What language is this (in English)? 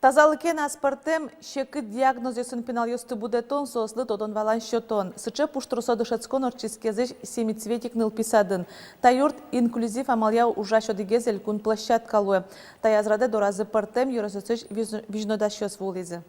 Udmurt